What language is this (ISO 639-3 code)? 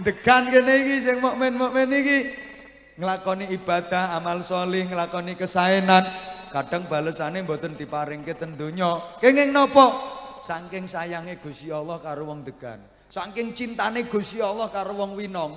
jav